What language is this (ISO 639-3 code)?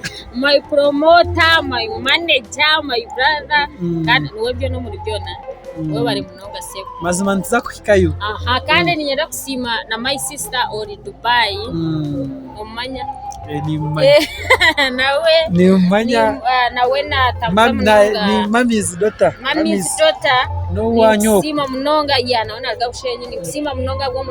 nyn